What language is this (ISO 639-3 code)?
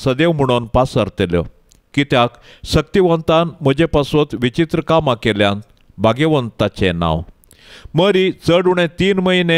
kok